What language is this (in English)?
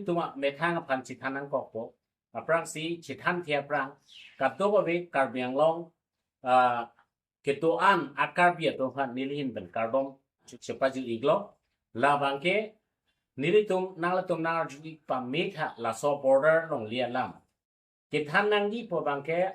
Karbi